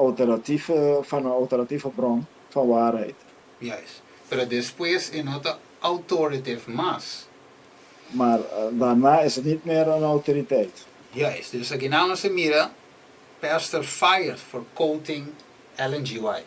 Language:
Papiamento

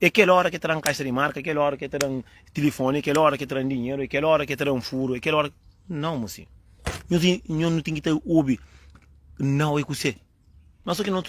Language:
Kabuverdianu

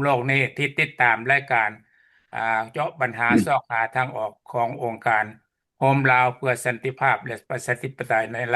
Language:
Lao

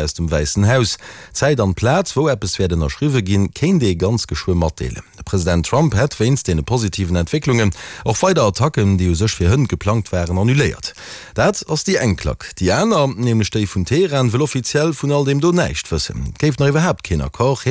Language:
Luxembourgish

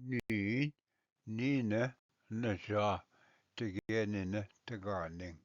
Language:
Ojibwa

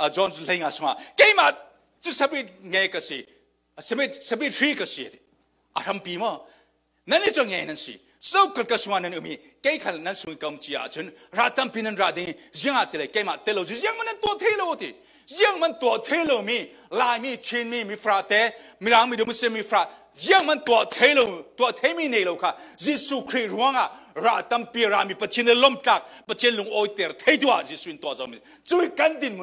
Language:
Falam Chin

